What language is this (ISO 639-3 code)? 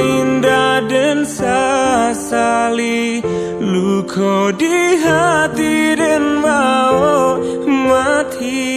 min